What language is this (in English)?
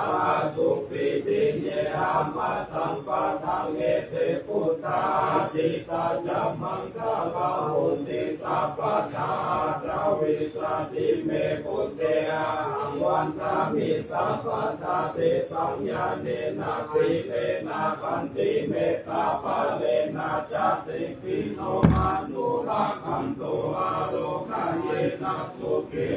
Pali